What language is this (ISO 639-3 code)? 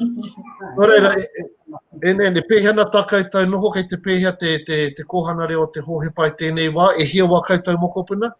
mri